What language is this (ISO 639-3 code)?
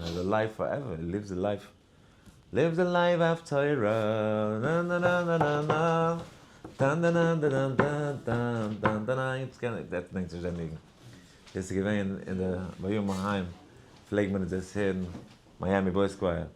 yid